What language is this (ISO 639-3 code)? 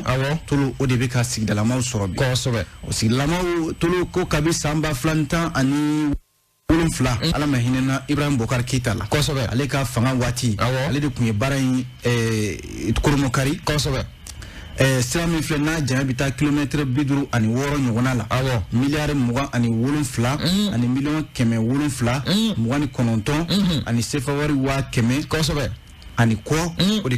bam